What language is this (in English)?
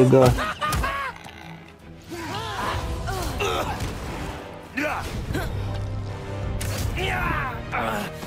Polish